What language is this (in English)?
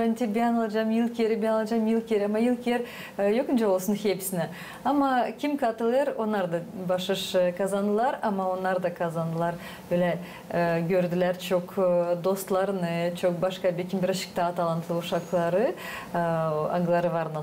Gagauz